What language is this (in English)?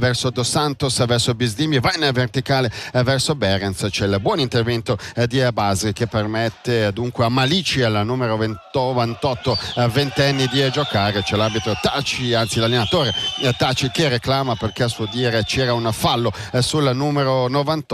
Italian